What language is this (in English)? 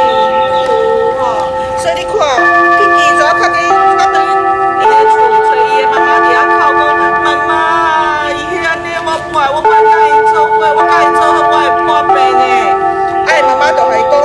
Min Nan Chinese